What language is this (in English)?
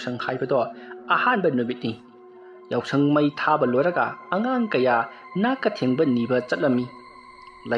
Manipuri